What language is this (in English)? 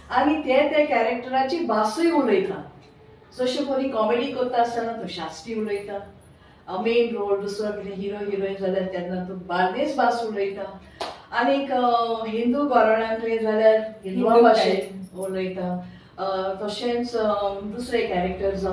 Konkani